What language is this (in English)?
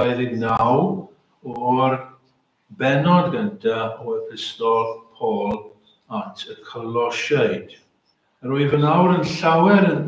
Welsh